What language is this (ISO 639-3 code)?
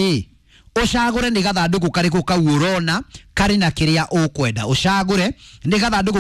kik